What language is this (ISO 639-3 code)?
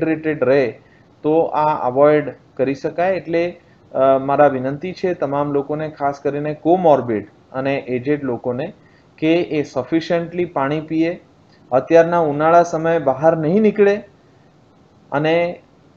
guj